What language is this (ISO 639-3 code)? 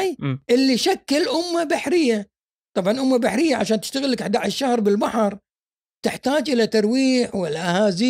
afb